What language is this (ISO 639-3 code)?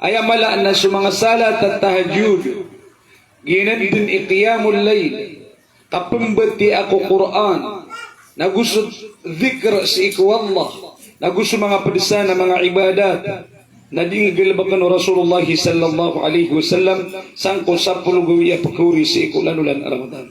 mrw